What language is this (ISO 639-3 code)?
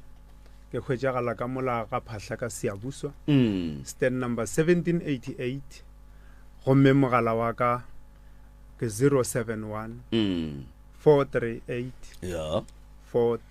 nso